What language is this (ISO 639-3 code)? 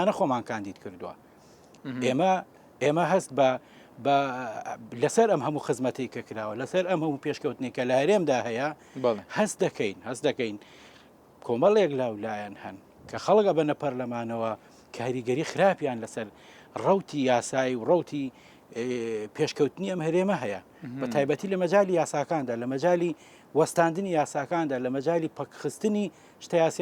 ckb